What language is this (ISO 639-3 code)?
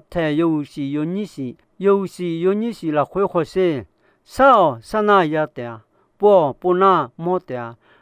ahk